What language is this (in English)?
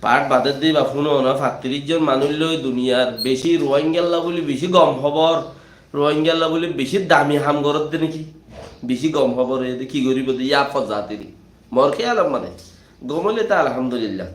Rohingya